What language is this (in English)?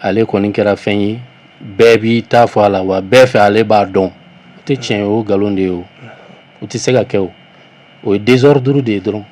Bambara